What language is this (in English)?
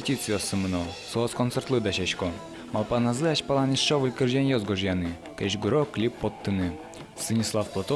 Udmurt